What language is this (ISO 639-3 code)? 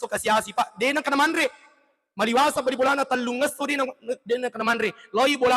bug